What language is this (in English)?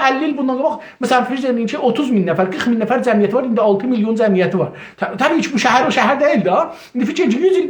South Azerbaijani